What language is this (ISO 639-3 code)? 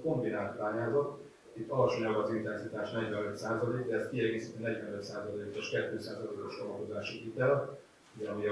hun